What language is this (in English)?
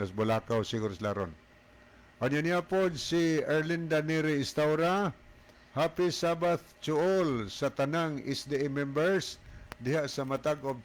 Cebuano